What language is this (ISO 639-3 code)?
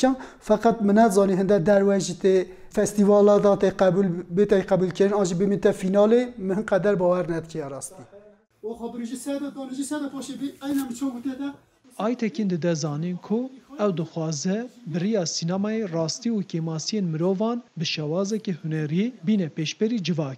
kur